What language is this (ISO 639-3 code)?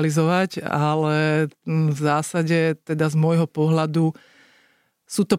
slk